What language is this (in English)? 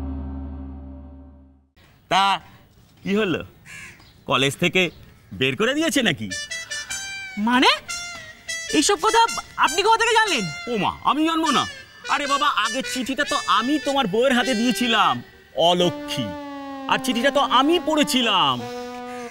Bangla